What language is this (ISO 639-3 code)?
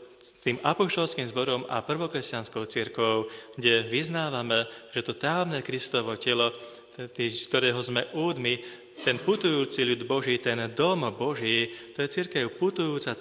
slk